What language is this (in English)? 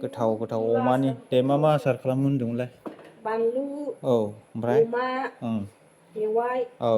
Bodo